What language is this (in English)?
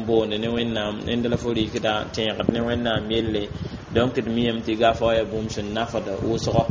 Mossi